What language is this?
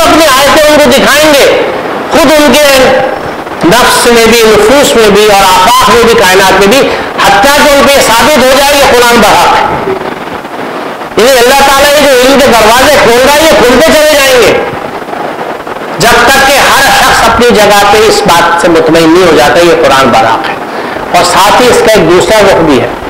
Urdu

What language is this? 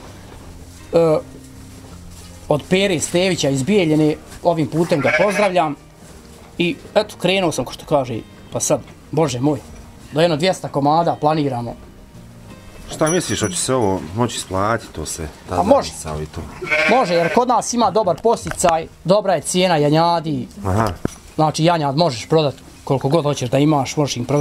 Bosnian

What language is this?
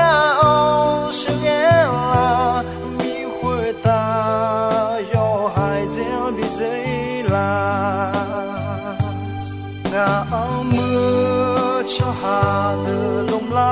Akha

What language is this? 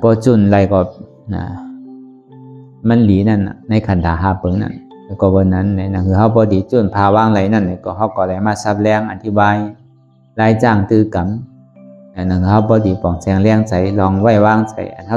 Shan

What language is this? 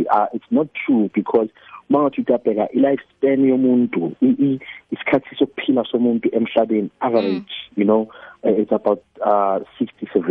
South Ndebele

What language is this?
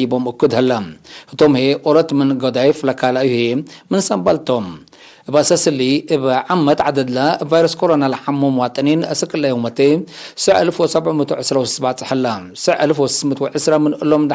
Tigre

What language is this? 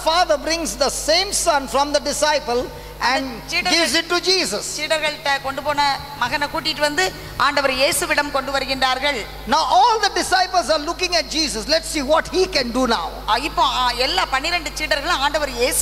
Tamil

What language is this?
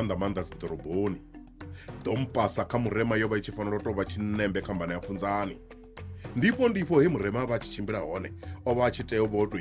Venda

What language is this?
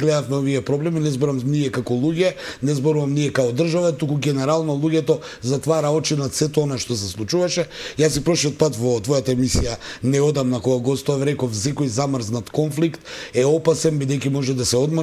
Macedonian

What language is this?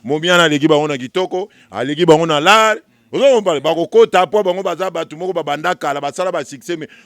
Lingala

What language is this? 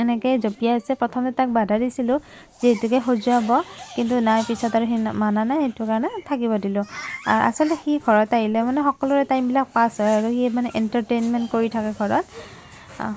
Assamese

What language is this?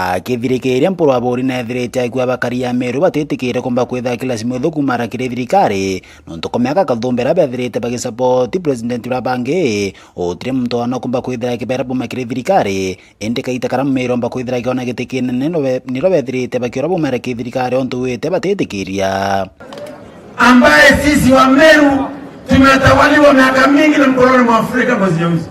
Meru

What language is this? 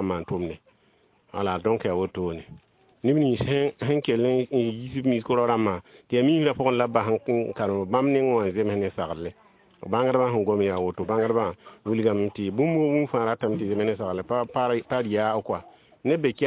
Mossi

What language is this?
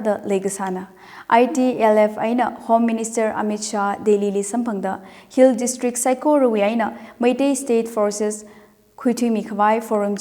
Tangkhul Naga (India)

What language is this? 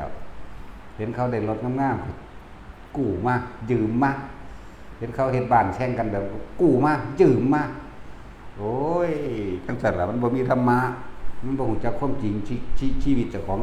Lao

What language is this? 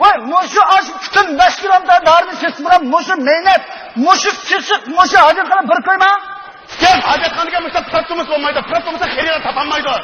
Uyghur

